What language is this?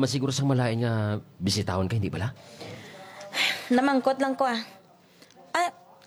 Hiligaynon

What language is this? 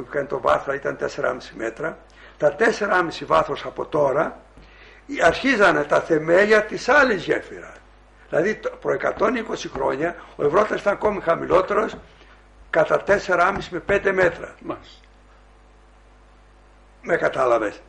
Greek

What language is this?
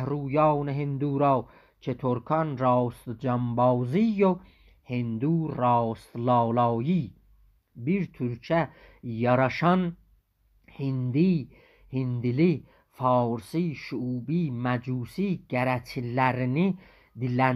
South Azerbaijani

